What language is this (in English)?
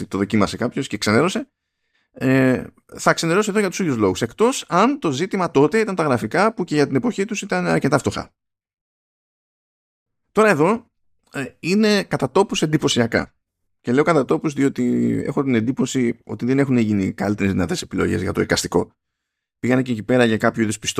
Greek